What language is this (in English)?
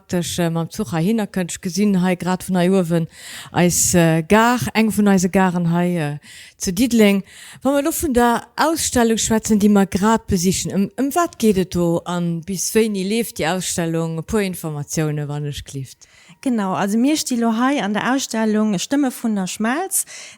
Luxembourgish